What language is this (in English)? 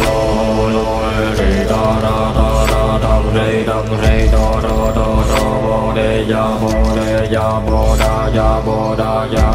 Vietnamese